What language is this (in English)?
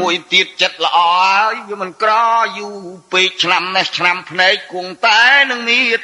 Khmer